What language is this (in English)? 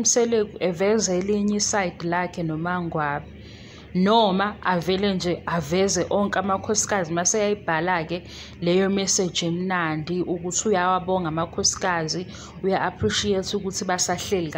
Zulu